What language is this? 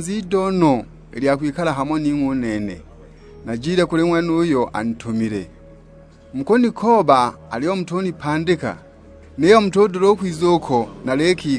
Sukuma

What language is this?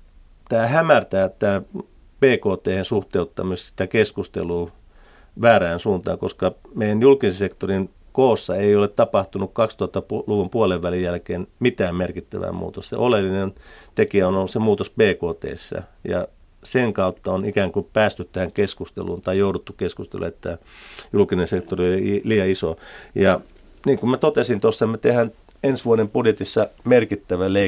Finnish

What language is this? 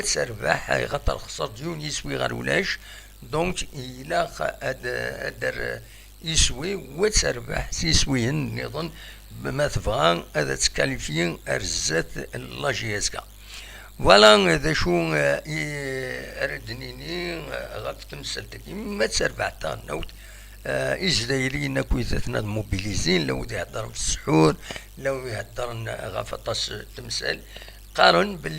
Kabyle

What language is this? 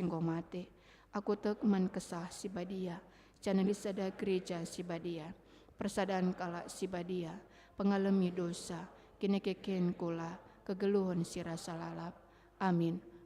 Batak Karo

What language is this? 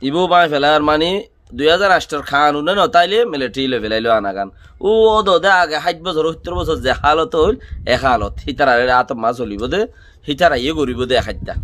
Rohingya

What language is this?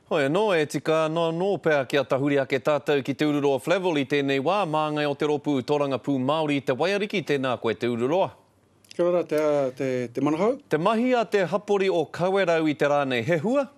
Māori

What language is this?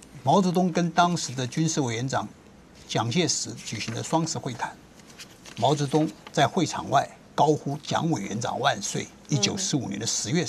Chinese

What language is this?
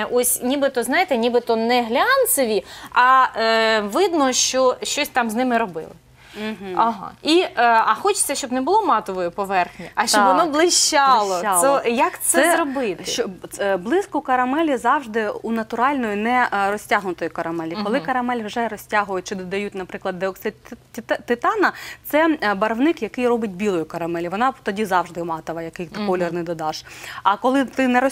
Ukrainian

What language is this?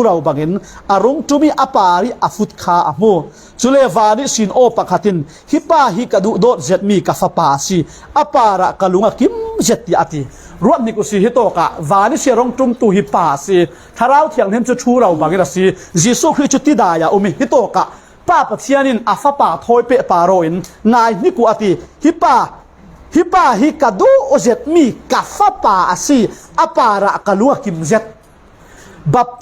Falam Chin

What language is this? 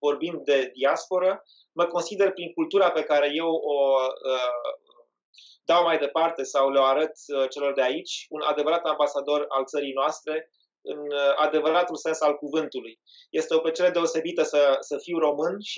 Romanian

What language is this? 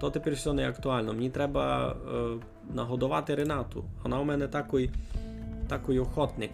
Rusyn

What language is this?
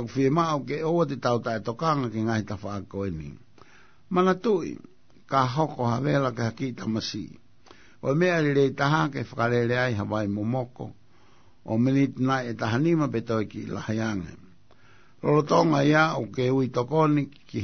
Tongan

